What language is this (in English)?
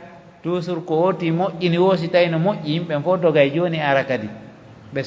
Pular